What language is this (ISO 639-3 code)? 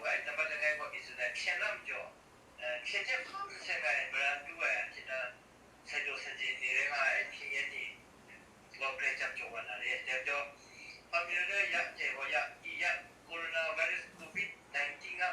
kac